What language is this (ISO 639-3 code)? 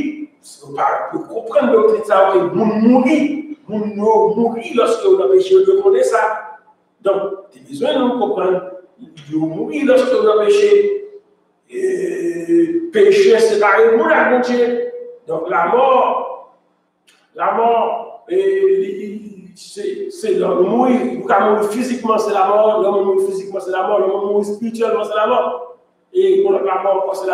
fra